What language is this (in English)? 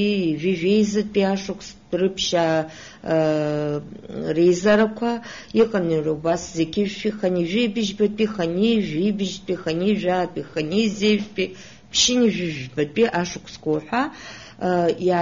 Abkhazian